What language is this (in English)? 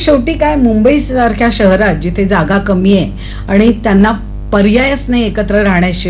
Marathi